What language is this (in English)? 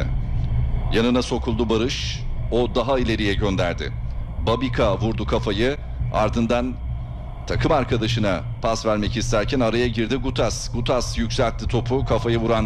Turkish